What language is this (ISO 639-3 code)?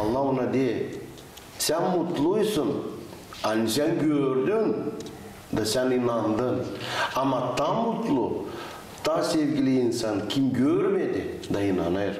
gag